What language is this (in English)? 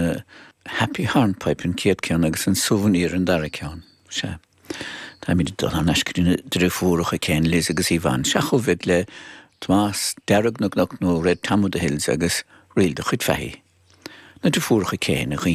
Irish